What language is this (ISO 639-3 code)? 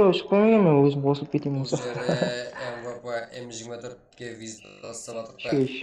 kaa